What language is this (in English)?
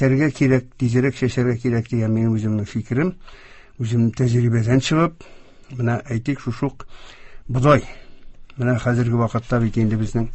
Tatar